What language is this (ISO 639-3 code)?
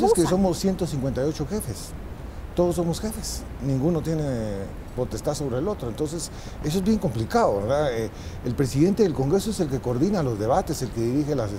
spa